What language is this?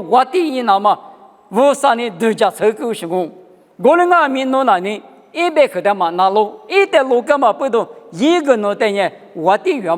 Lisu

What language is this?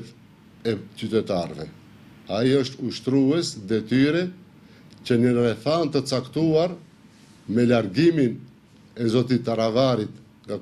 Albanian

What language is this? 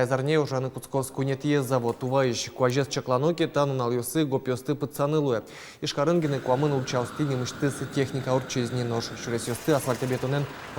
Udmurt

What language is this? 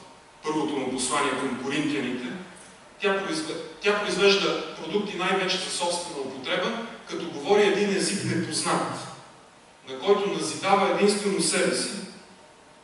Bulgarian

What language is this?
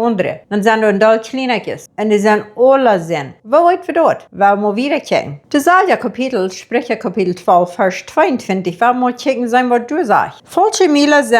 Plautdietsch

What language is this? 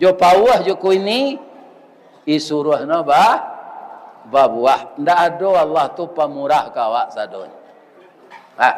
Minangkabau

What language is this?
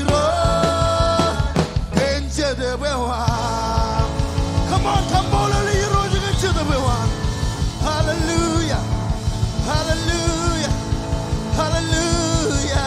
Marshallese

